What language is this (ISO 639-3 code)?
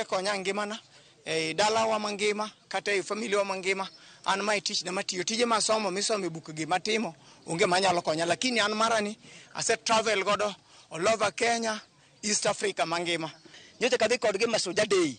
luo